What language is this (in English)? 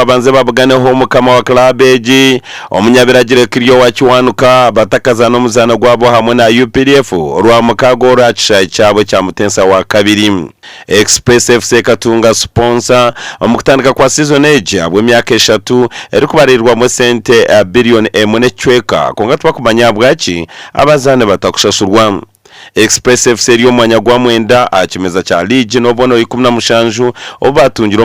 Nyankole